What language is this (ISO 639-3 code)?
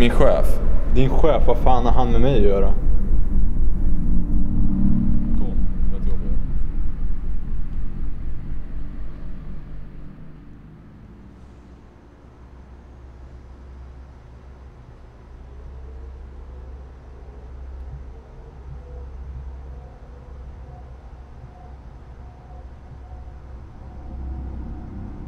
swe